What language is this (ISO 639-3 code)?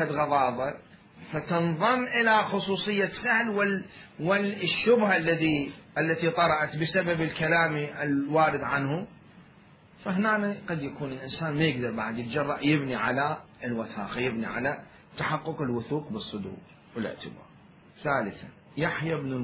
acm